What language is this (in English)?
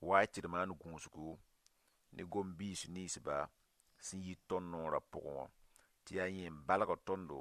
Mossi